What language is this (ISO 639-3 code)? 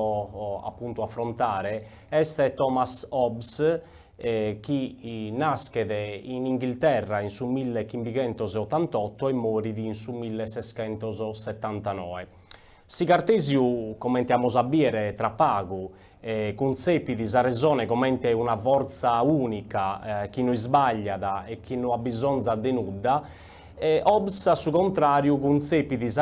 srd